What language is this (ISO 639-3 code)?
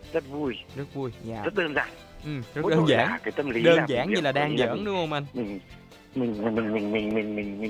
vie